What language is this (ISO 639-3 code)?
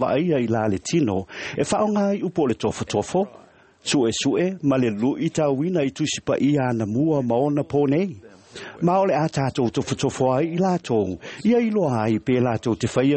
smo